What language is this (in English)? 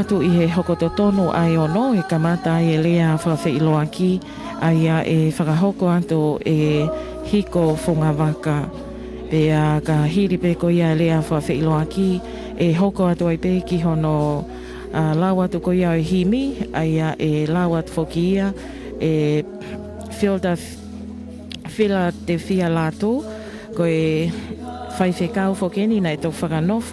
Tongan